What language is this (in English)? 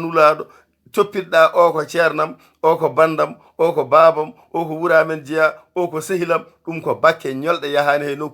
Fula